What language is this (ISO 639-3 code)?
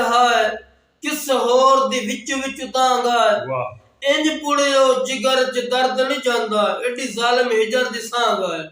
skr